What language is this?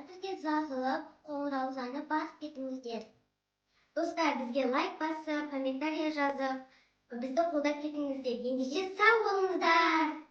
Kazakh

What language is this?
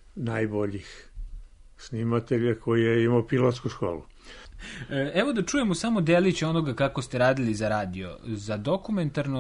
Serbian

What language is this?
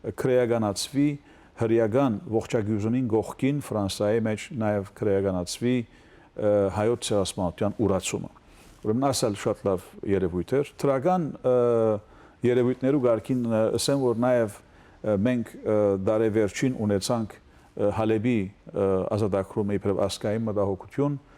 Western Armenian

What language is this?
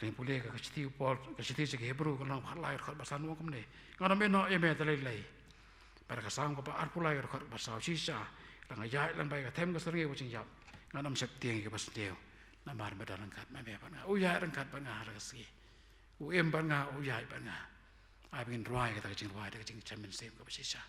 Khasi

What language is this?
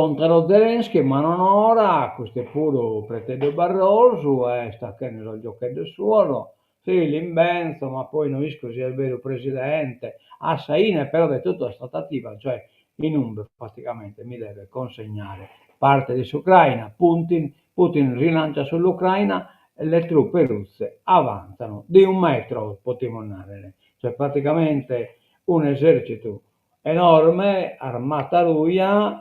Sardinian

